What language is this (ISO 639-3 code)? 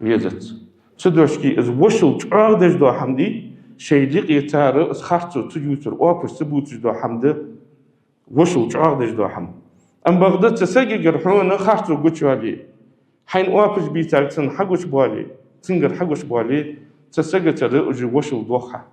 inh